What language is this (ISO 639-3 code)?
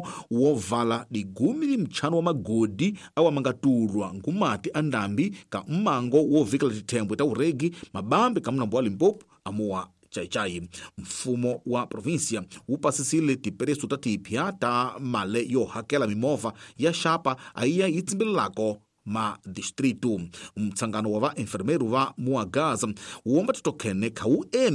tso